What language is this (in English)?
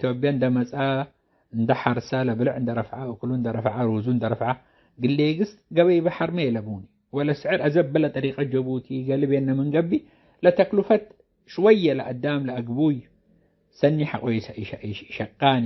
Tigre